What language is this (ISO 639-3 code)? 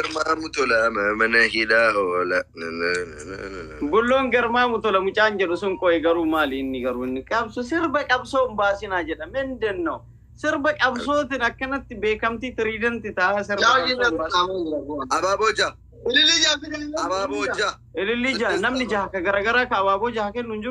orm